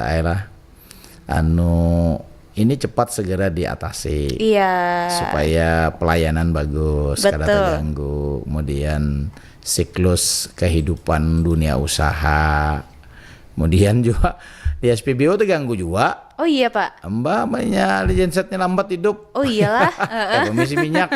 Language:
Banjar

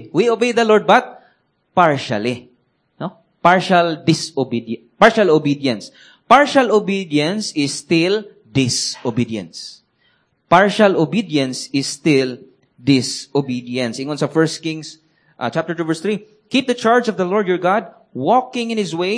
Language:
Cebuano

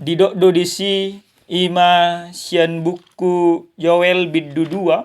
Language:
Batak Toba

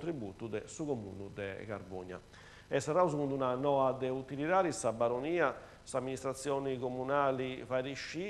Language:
Sardinian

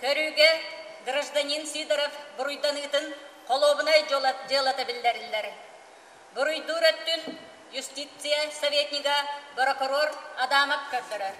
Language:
Yakut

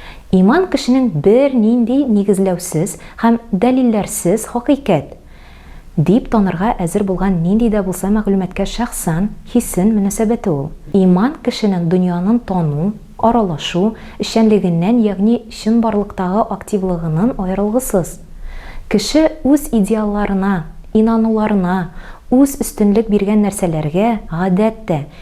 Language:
Tatar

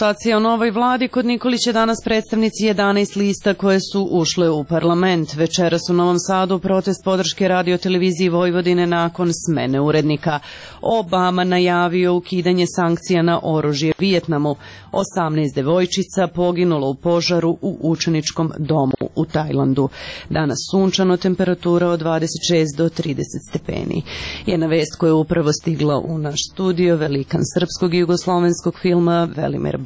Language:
Serbian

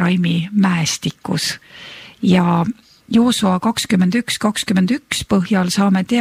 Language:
Estonian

